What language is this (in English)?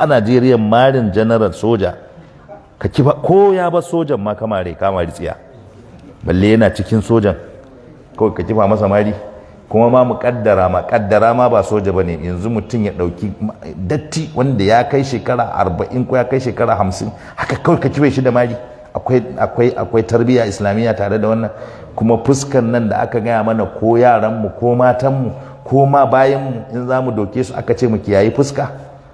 Hausa